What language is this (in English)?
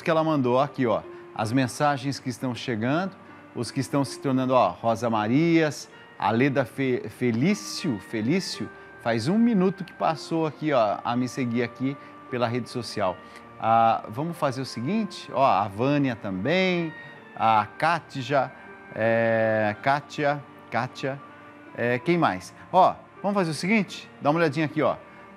Portuguese